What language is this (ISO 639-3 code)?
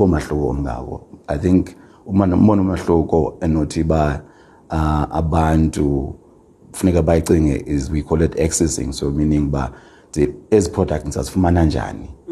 xho